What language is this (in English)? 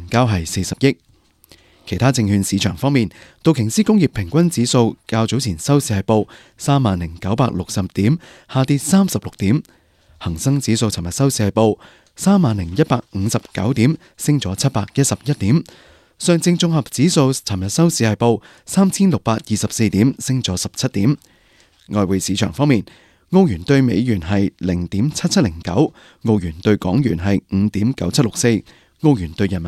Cantonese